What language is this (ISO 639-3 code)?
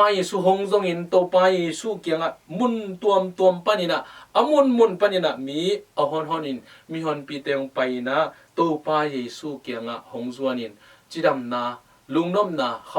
ctd